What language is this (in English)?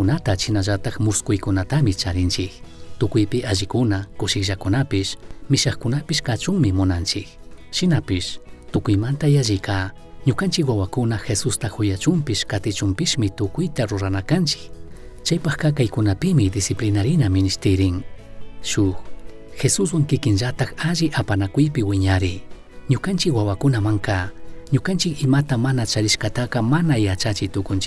Chimborazo Highland Quichua